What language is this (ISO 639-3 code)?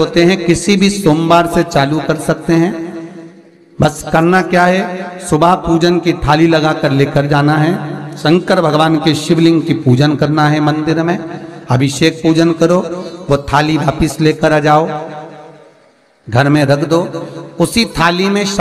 hin